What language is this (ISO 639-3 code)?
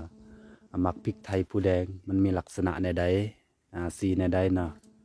lao